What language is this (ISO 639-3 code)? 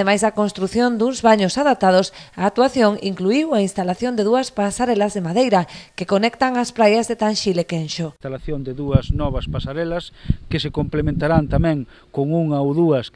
glg